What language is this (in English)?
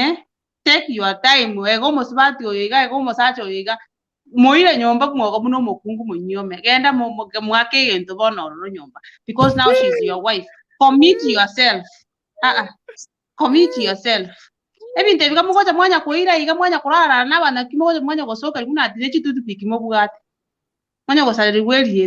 Gusii